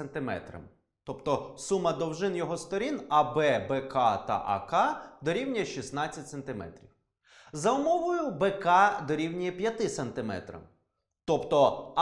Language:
Ukrainian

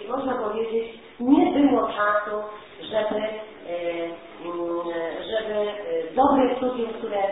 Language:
Polish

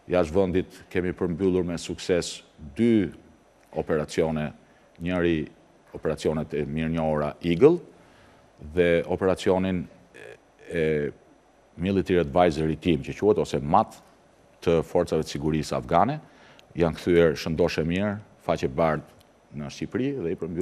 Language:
Albanian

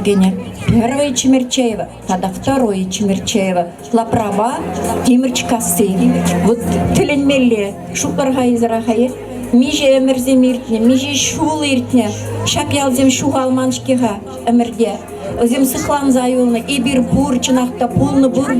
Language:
Chuvash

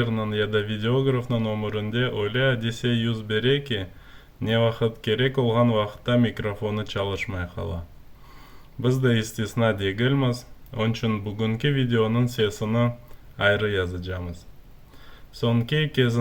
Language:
Crimean Tatar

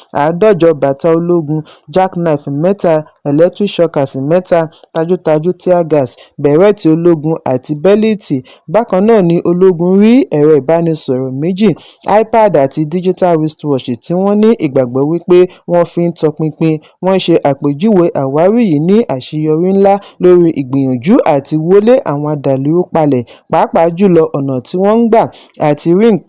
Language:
Yoruba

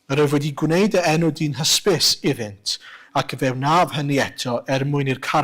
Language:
Welsh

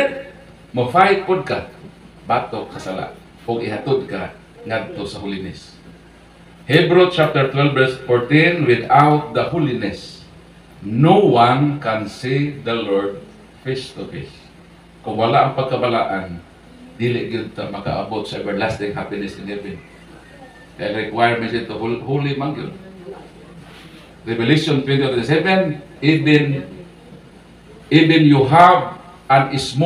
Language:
Cebuano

